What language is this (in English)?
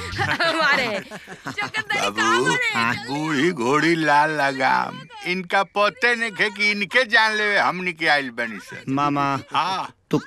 Bhojpuri